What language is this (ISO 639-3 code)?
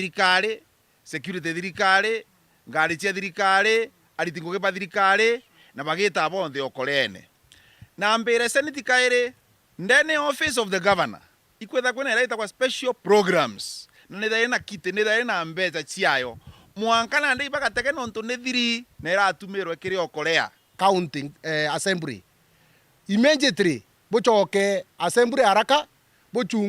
mer